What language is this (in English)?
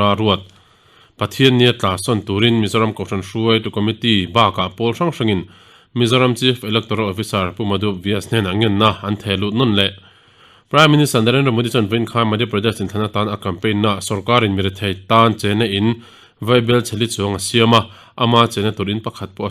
Mizo